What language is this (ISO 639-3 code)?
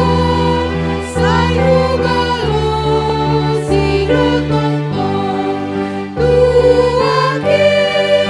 bts